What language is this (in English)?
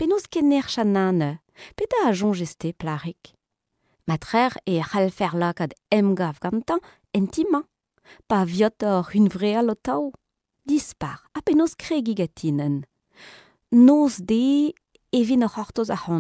Breton